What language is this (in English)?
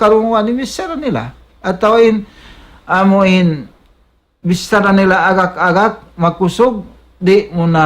Tausug